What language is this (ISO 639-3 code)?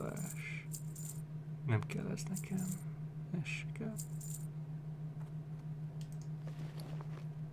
hun